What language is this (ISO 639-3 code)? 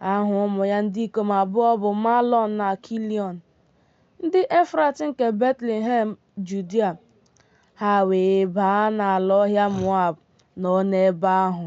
ibo